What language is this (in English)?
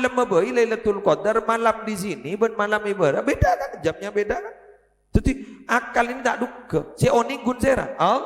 Madurese